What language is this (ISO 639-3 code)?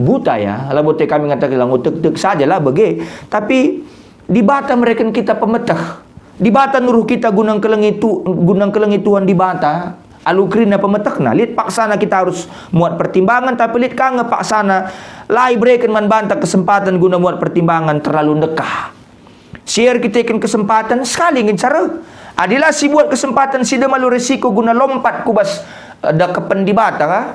btx